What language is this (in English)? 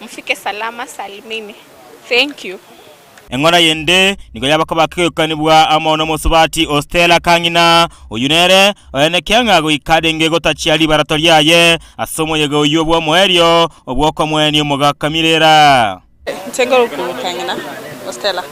Gusii